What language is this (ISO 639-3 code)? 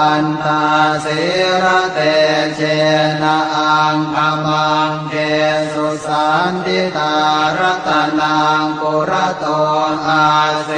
pli